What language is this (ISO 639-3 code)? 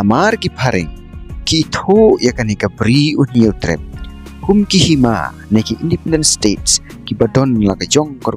kha